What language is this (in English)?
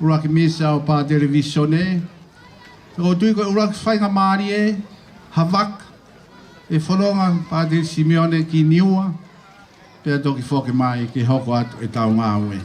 Tongan